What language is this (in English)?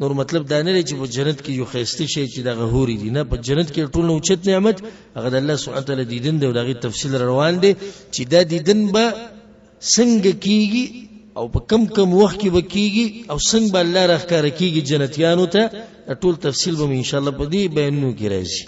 Pashto